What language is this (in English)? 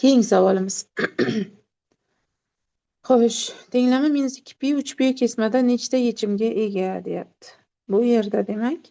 Uzbek